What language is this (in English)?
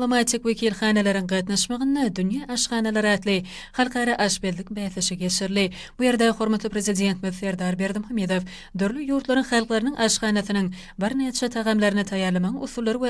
Turkmen